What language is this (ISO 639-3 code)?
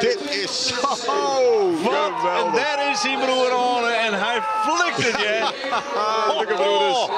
fry